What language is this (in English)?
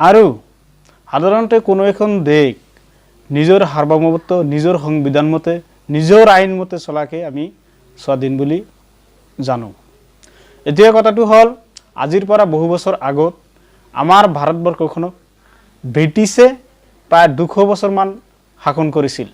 Assamese